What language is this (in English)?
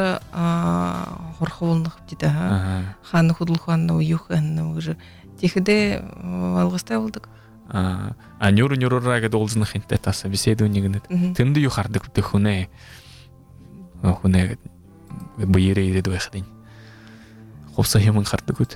Buriat